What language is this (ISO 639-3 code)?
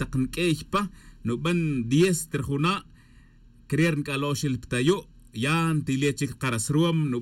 tzj